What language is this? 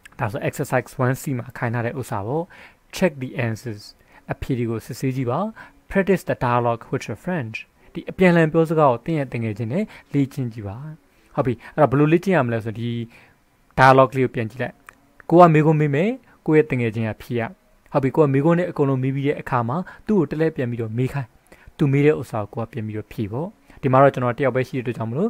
Burmese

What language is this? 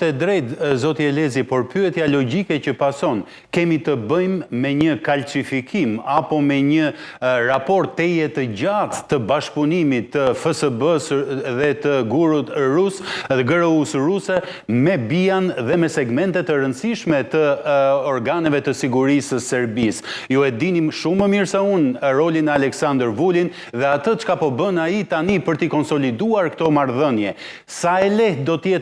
Albanian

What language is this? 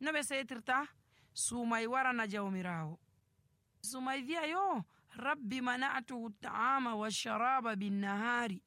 Nigerian Fulfulde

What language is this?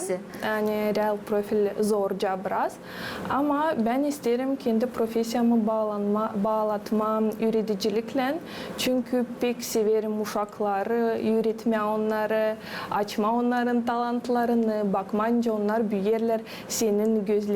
Gagauz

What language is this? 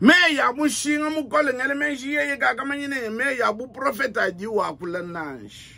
Luba-Lulua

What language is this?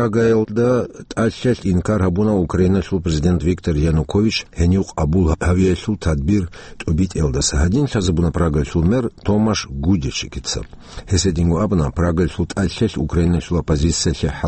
Avaric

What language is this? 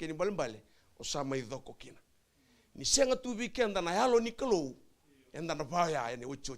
Fijian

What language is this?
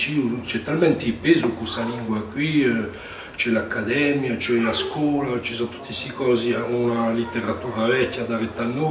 Corsican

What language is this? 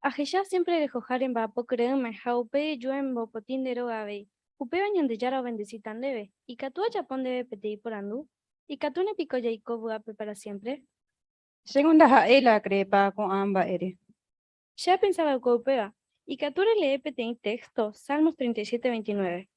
Guarani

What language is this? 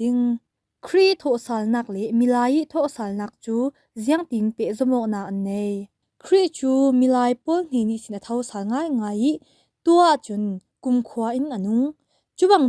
Falam Chin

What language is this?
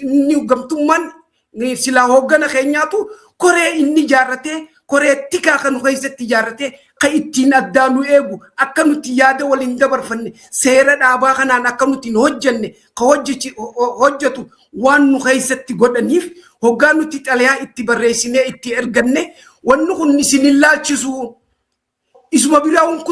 Oromo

